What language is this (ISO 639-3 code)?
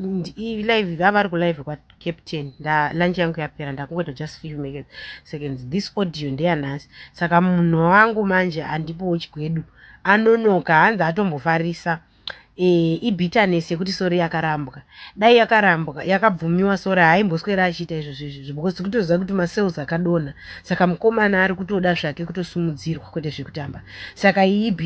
sna